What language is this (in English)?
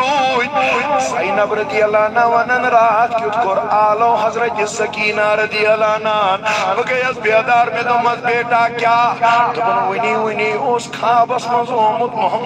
Kashmiri